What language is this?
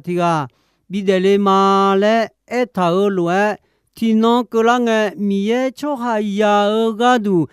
Akha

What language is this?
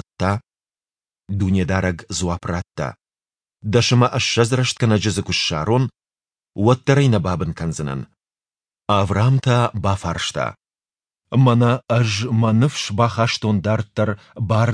Ossetic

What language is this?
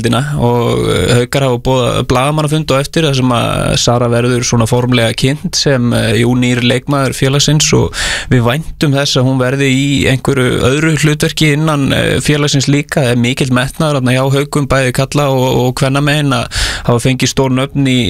Icelandic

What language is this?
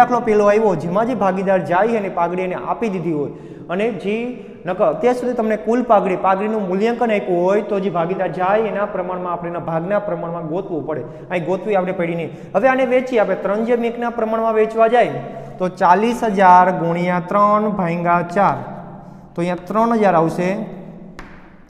Gujarati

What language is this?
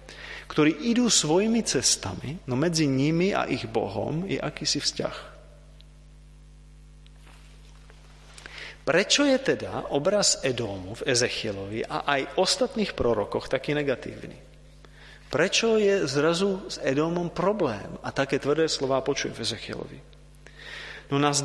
Slovak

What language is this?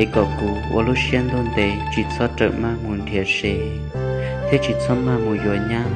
Hmong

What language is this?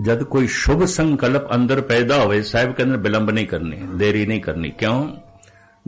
Punjabi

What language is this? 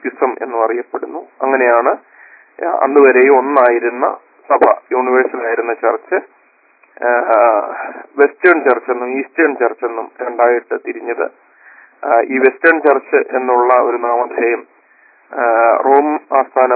Malayalam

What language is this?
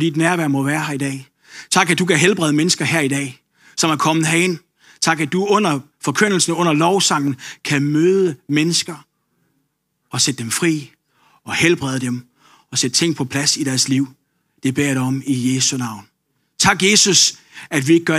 Danish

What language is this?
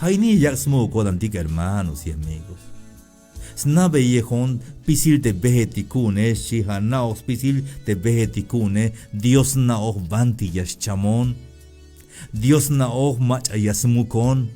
Tzeltal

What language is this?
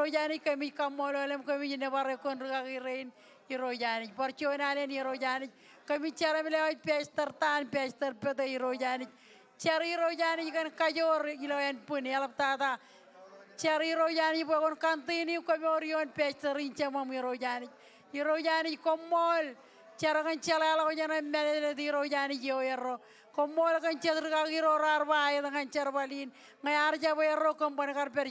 Marshallese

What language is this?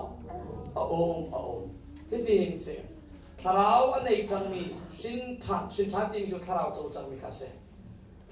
Hakha Chin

